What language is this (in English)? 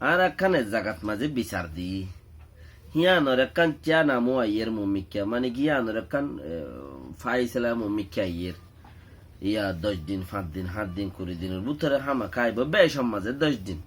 Rohingya